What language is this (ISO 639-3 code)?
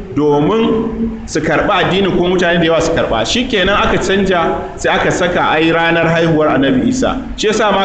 hau